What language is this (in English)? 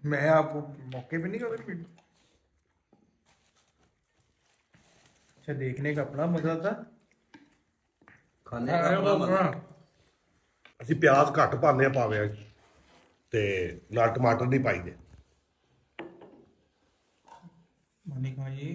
Punjabi